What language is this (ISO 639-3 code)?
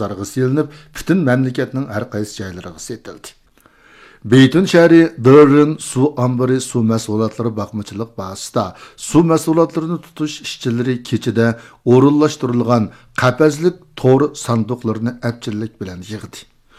uig